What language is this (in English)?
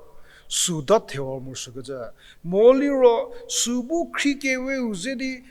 Angami Naga